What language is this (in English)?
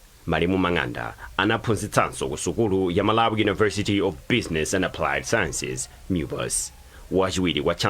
Nyanja